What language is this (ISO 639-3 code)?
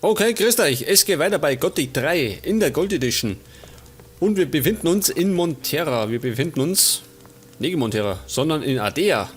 bar